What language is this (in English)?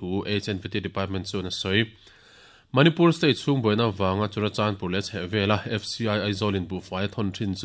Mizo